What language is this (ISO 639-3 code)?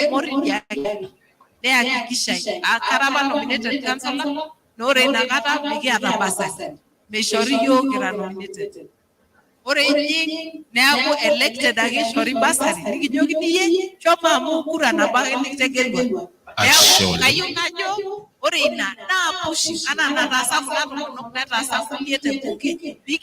mas